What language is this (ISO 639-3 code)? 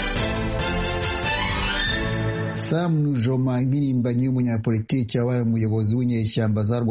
kin